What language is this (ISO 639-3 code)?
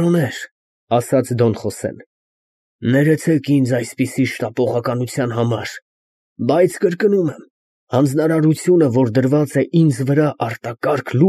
hye